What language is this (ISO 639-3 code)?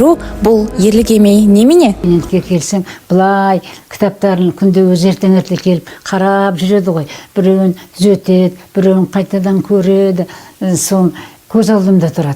kaz